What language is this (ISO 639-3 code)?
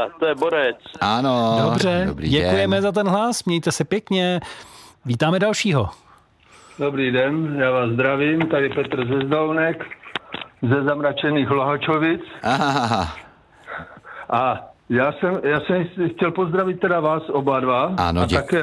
ces